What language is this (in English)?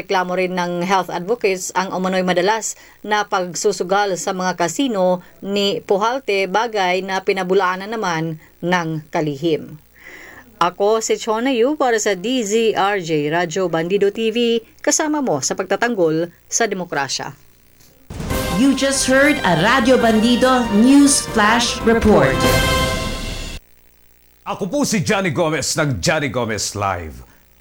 Filipino